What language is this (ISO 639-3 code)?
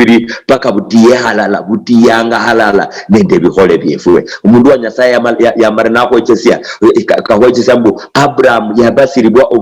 luy